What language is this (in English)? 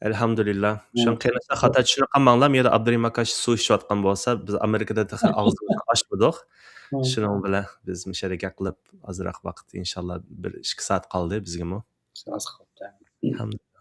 Uyghur